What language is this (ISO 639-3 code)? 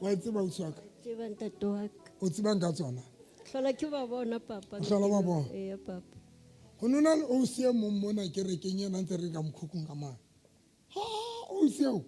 sot